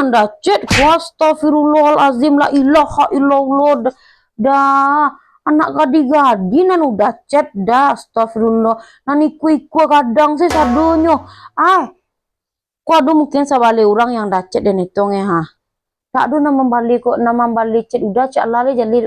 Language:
Minangkabau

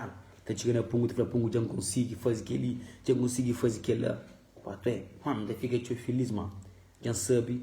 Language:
Kabuverdianu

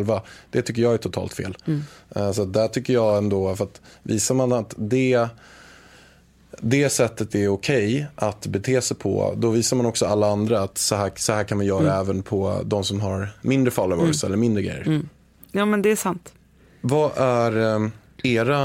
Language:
Swedish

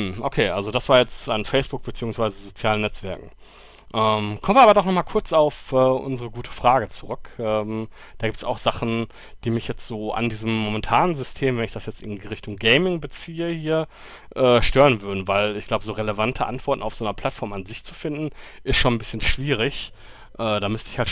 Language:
German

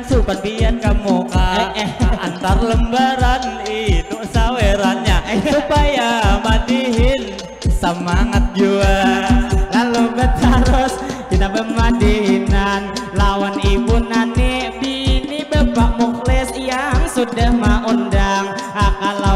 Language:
Banjar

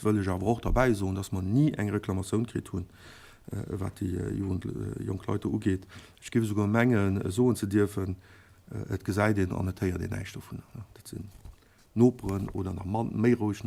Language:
Luxembourgish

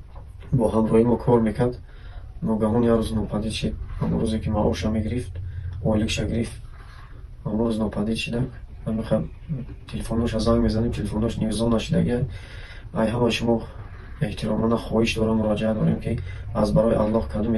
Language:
Tajik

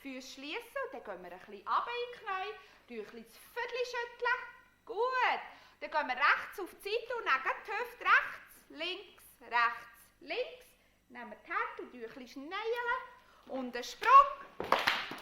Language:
Swiss German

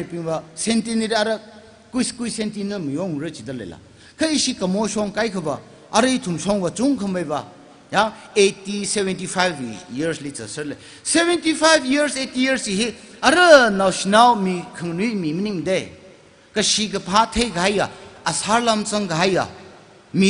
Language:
Tangkhul Naga (India)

